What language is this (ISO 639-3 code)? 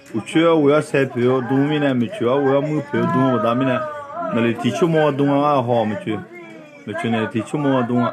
ahk